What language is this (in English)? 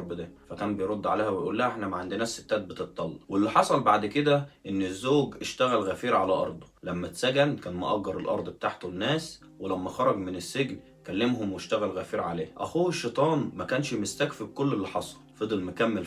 Egyptian Arabic